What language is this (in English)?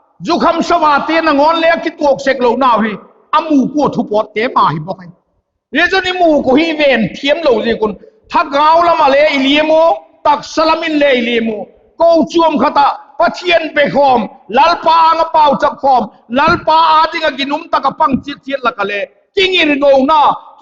Vaiphei